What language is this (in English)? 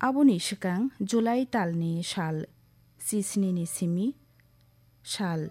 Kok Borok